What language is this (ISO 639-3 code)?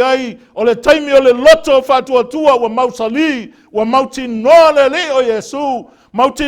smo